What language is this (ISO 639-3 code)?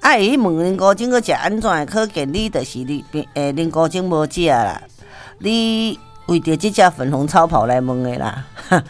nan